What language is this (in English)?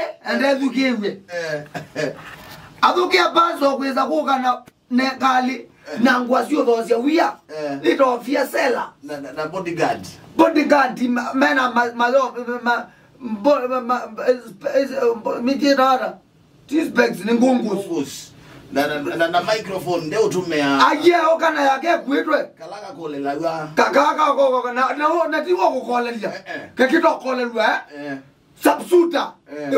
Kamba